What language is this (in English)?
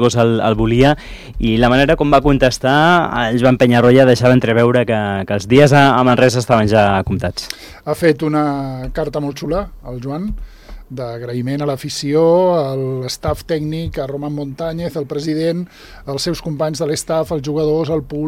Catalan